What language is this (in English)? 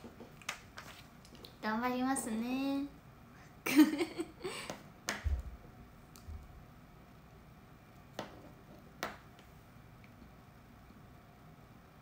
Japanese